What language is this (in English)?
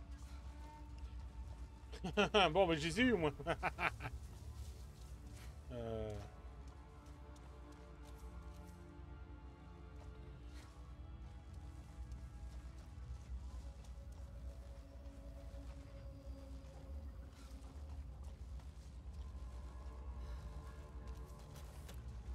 French